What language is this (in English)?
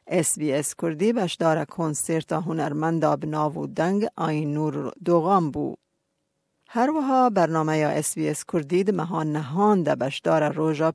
Kurdish